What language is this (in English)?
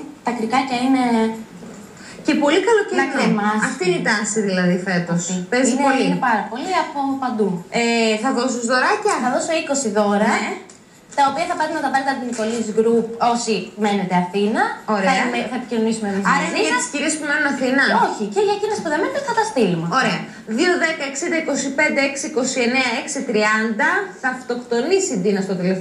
Greek